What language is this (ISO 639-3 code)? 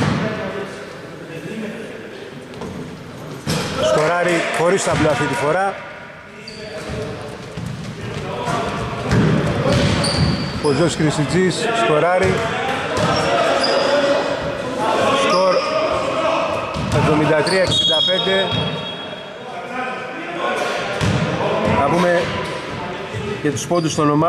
ell